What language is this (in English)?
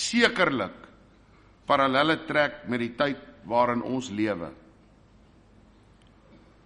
Afrikaans